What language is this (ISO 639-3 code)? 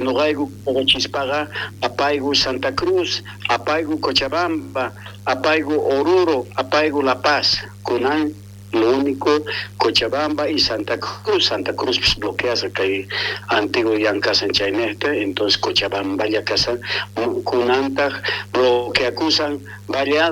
quh